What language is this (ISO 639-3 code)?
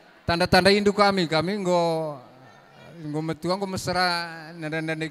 btx